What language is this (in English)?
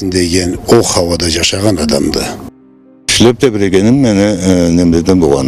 Karachay-Balkar